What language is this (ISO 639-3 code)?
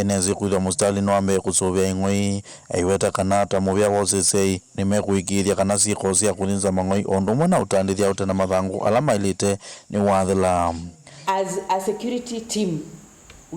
kam